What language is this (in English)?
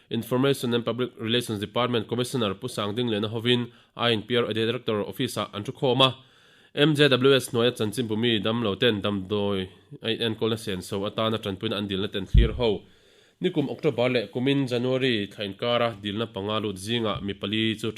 Mizo